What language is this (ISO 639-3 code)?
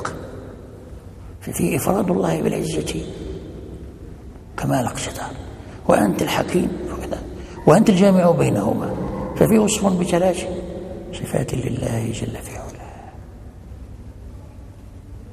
ara